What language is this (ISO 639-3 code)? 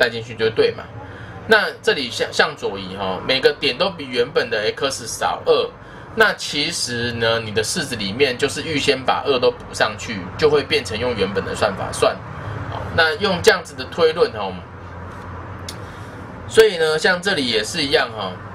zho